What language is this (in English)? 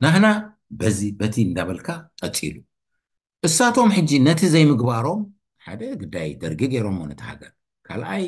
Tigrinya